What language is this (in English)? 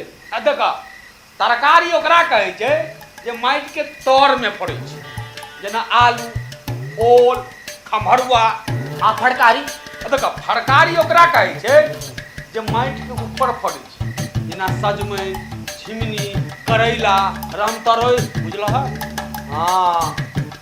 Maithili